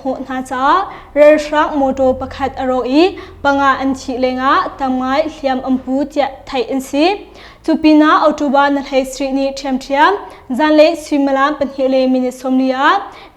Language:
Hakha Chin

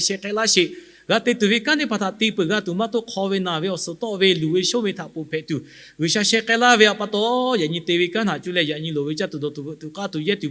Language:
Lahu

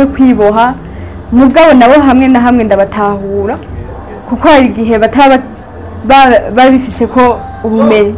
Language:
Rundi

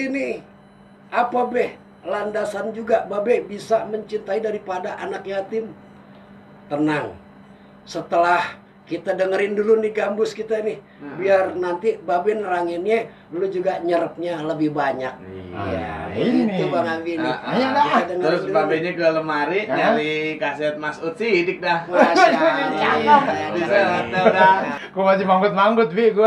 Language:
Betawi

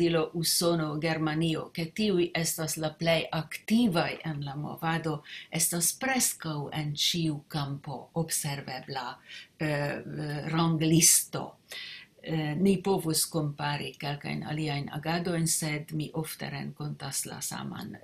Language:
Esperanto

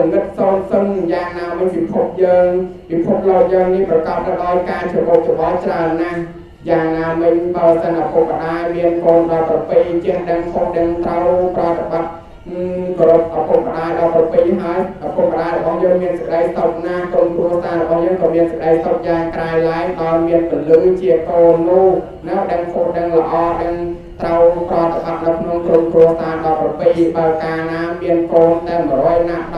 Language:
Khmer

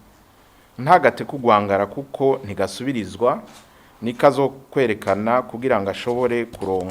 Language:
Rundi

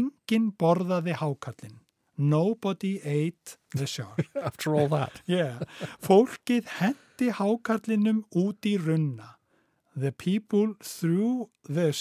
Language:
Icelandic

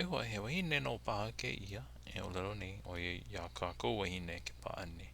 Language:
Hawaiian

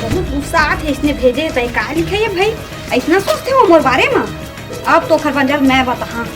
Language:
Chhattisgarhi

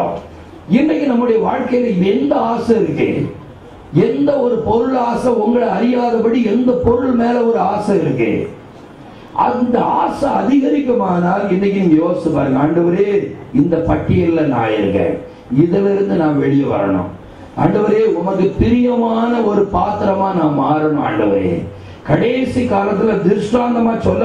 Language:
Tamil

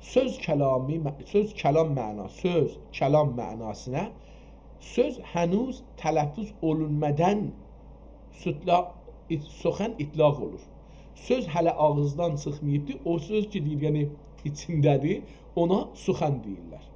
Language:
South Azerbaijani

